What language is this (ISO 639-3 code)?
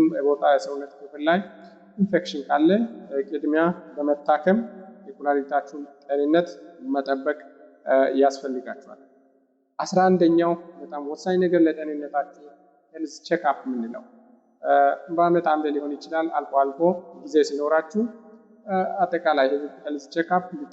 amh